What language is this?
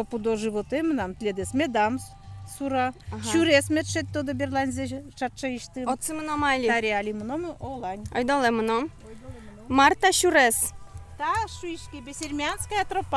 Udmurt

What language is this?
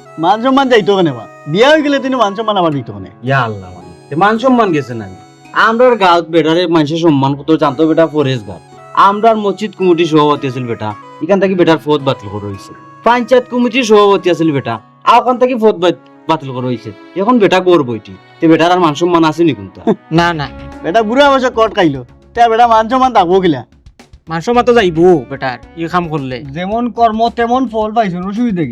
Sylheti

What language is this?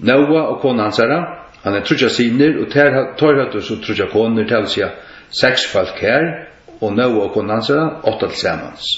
Faroese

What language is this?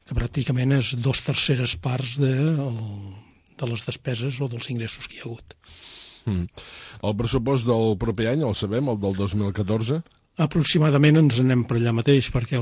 Catalan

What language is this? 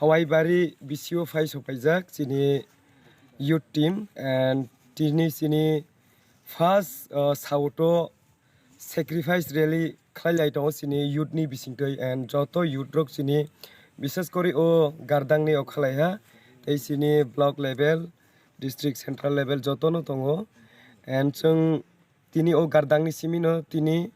Kok Borok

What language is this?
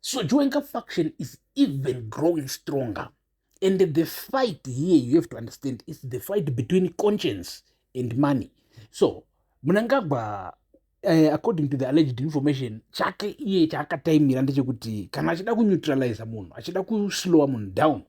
Shona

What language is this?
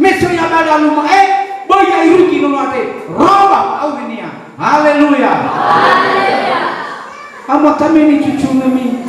Nias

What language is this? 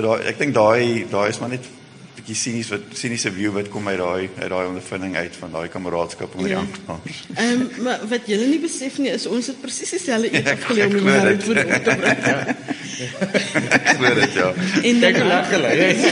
Afrikaans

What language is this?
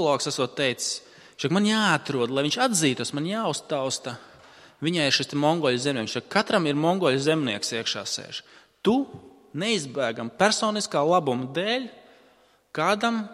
Latvian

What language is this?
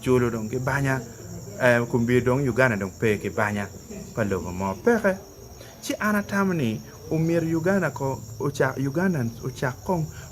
Acoli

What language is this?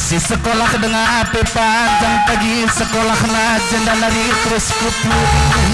Batak Karo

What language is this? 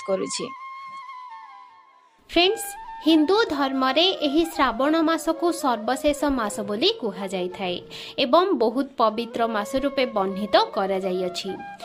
Odia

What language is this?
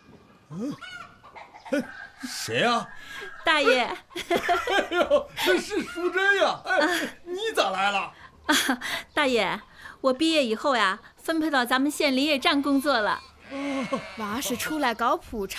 Chinese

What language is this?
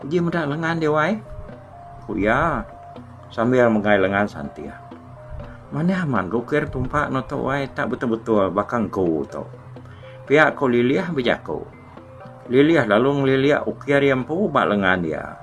Iban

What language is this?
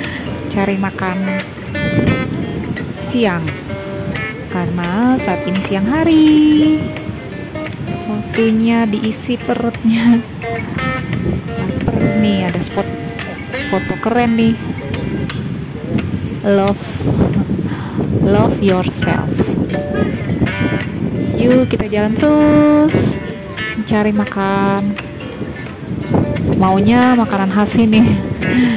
Indonesian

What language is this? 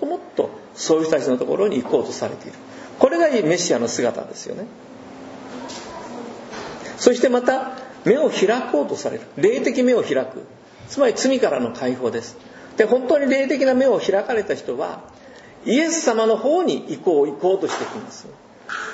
Japanese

